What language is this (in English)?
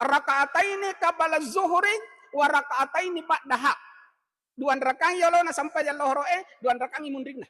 Buginese